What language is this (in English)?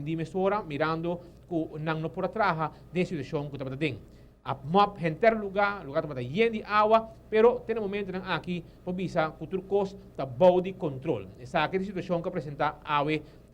Papiamento